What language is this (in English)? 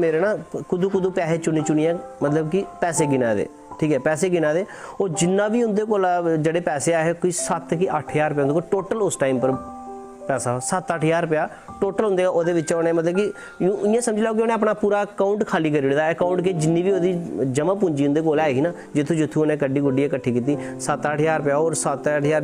Dogri